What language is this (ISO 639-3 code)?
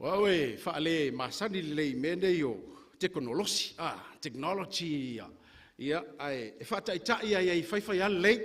smo